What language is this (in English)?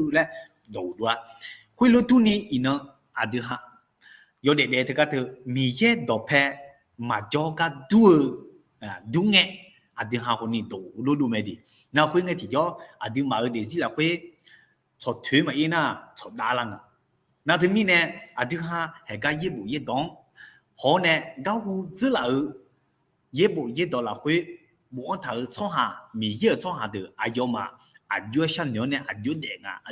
Akha